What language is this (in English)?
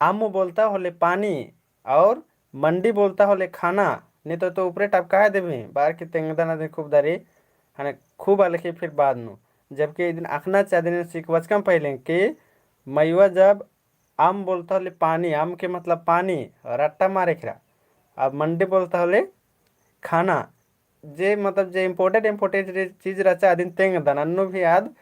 Kurukh